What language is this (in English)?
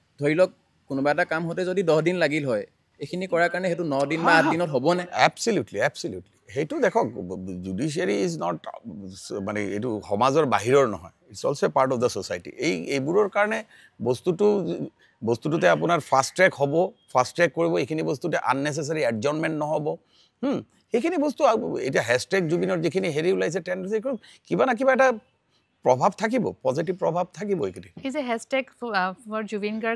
Assamese